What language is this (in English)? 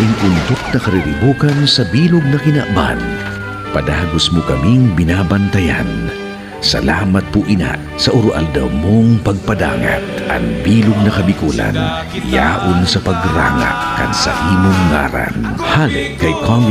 Bikol